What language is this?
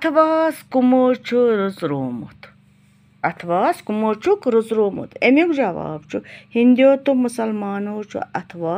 Kashmiri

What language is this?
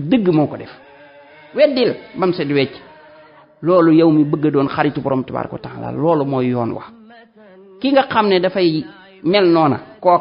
Wolof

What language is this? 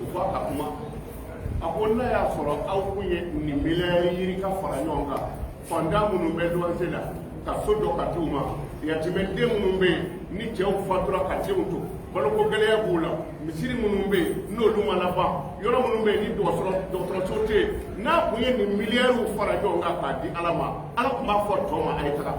Bambara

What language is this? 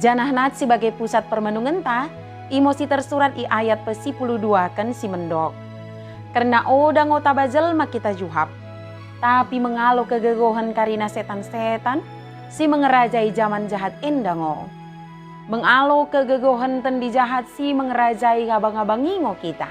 Batak Dairi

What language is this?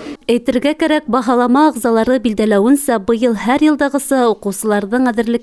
Bashkir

